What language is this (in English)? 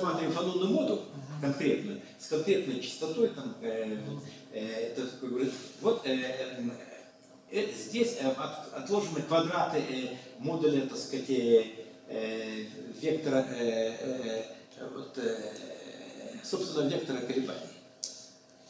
Russian